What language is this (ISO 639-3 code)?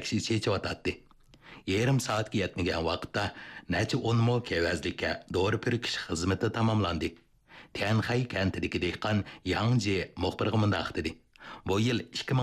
uig